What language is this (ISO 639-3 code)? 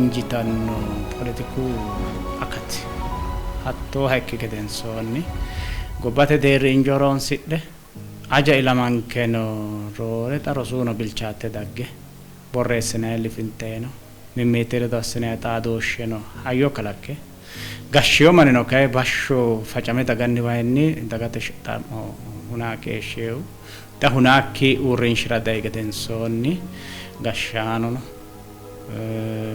sid